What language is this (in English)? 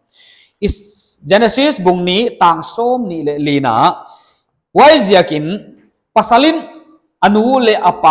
Paite Chin